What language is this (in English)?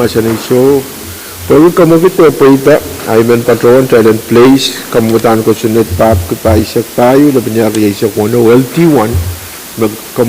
Pohnpeian